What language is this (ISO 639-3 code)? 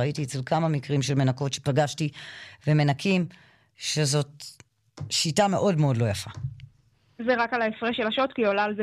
heb